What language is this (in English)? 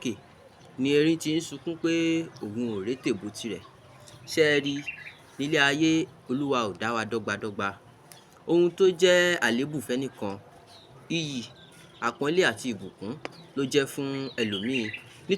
Yoruba